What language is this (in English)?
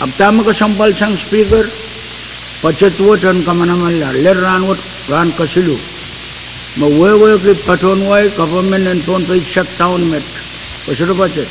Pohnpeian